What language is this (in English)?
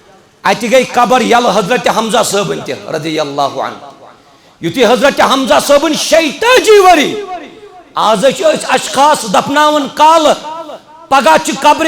Kashmiri